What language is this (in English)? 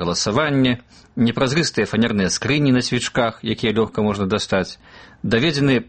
Belarusian